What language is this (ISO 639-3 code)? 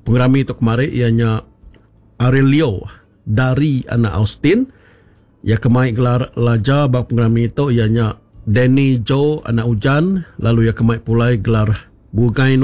iba